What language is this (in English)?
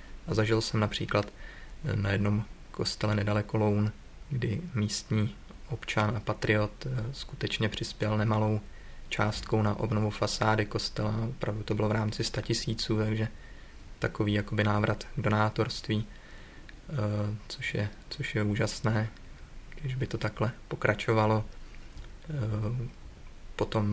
Czech